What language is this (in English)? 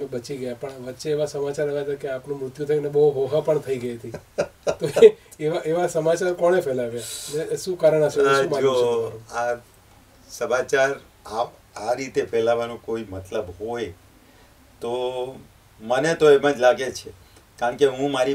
Gujarati